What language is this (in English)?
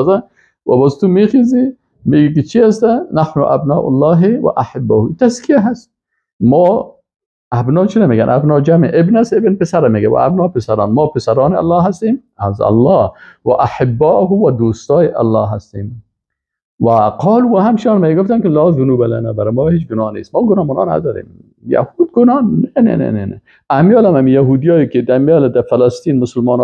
Persian